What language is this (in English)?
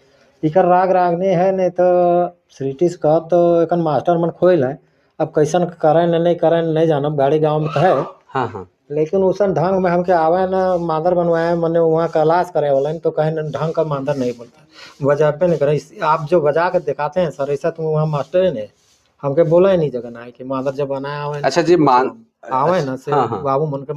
Sadri